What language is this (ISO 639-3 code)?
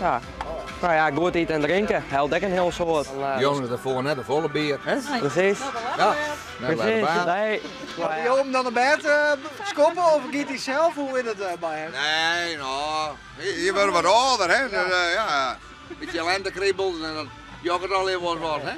fry